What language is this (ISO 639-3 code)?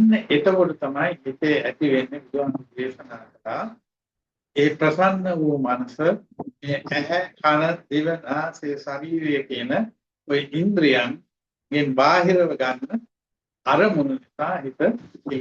sin